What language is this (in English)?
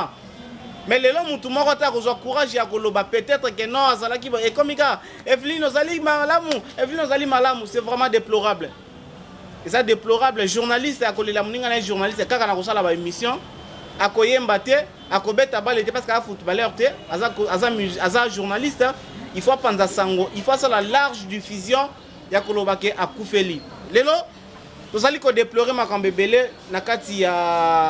Lingala